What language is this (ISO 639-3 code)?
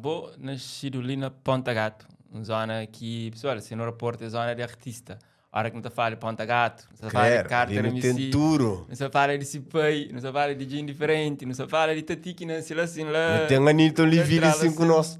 kea